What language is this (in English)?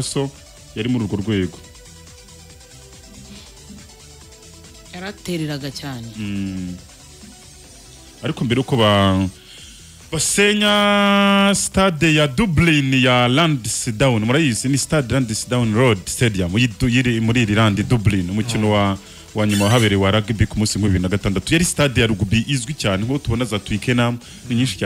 Kinyarwanda